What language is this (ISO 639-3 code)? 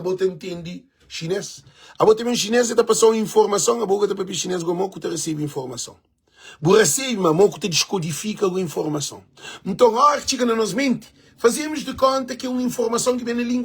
kea